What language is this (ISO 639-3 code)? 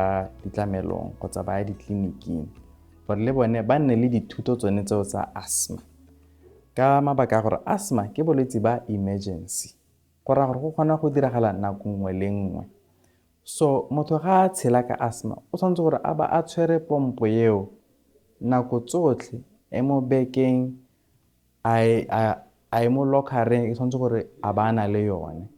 tsn